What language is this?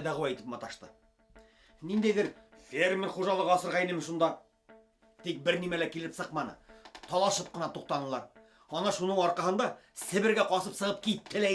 Bashkir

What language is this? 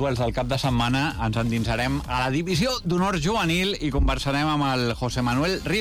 Catalan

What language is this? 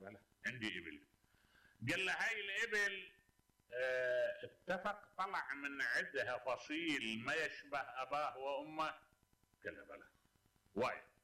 Mesopotamian Arabic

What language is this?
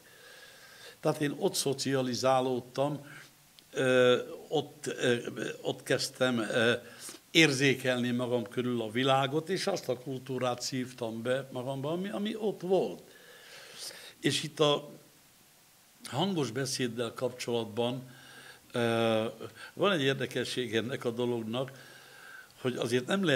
Hungarian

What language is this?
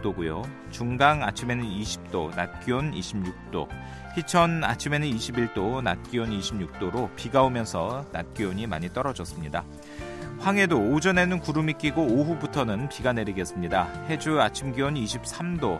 Korean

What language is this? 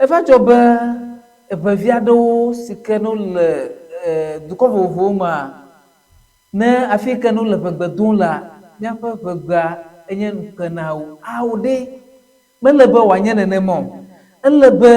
Ewe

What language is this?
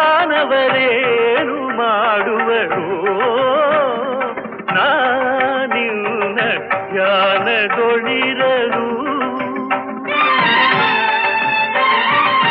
Kannada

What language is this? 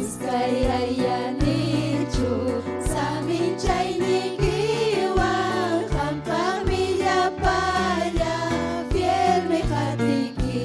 Ayacucho Quechua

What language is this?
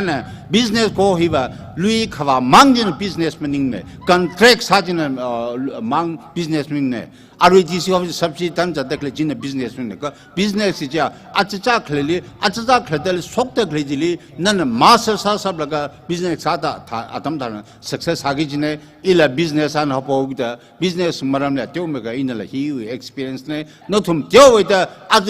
Tangkhul Naga (India)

